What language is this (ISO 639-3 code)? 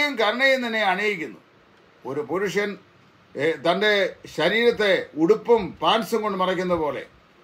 mal